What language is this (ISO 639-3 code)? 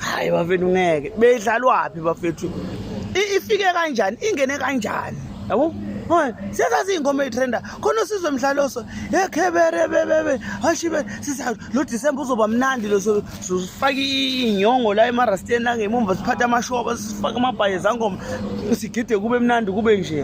zul